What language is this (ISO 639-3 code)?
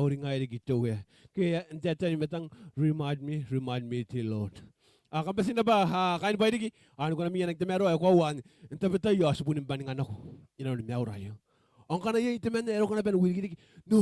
gil